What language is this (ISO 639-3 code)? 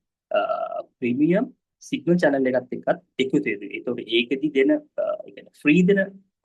sin